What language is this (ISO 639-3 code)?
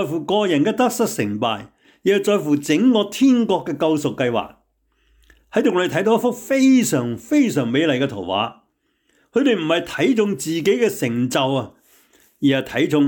yue